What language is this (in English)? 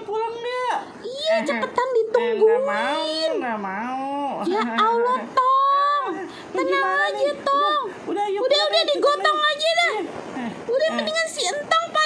Betawi